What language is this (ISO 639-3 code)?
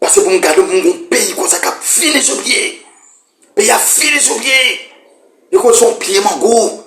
hat